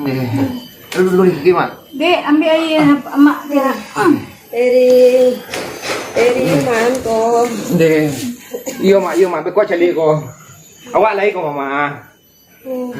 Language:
Minangkabau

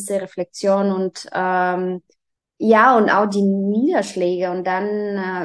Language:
German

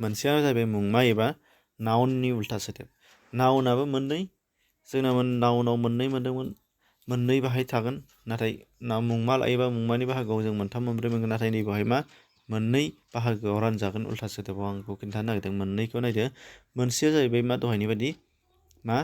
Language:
Bodo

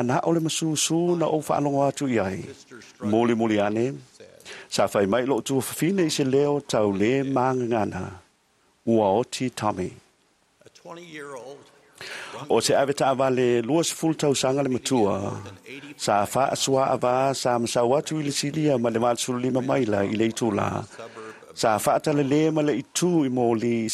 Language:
Samoan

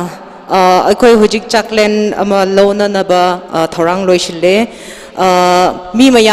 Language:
Tangkhul Naga (India)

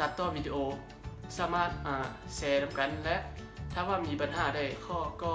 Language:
Lao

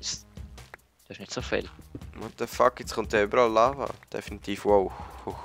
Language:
Swiss German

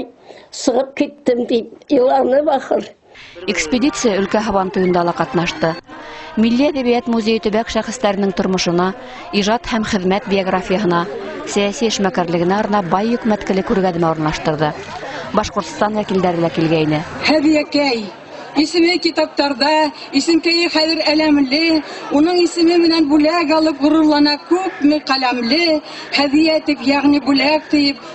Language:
Bashkir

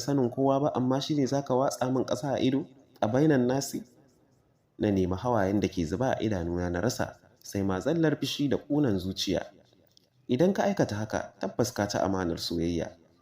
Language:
Hausa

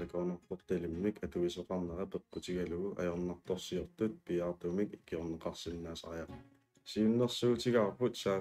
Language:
Kalaallisut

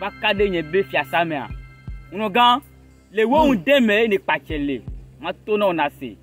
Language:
Ewe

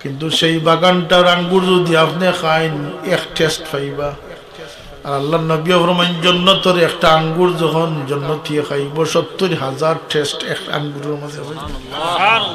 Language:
Sylheti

